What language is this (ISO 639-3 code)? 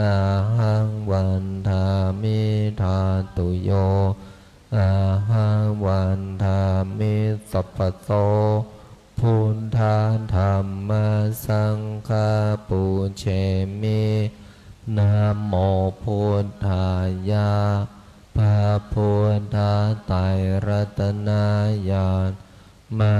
pli